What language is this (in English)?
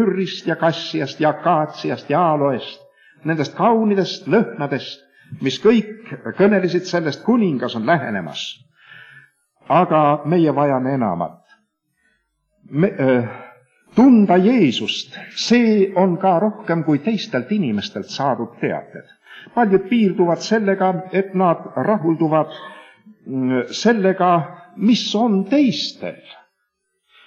Estonian